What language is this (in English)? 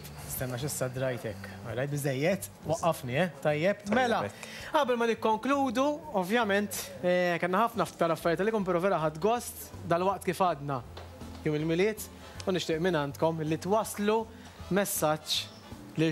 Maltese